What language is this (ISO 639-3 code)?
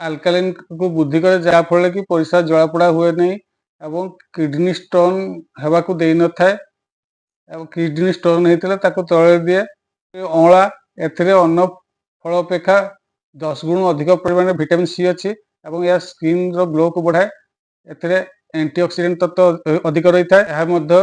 ori